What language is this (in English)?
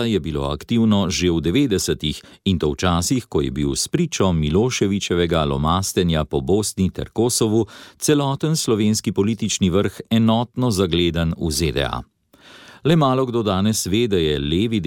Slovenian